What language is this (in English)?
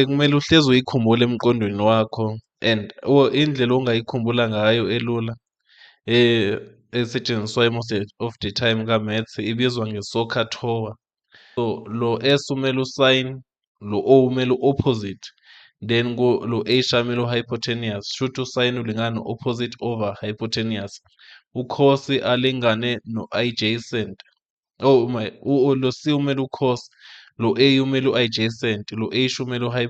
Zulu